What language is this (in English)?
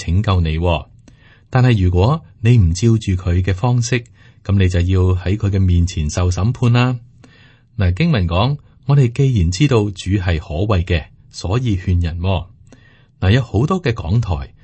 Cantonese